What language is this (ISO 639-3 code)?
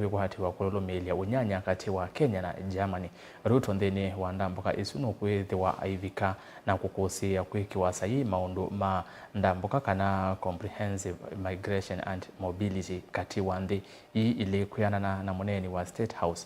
kam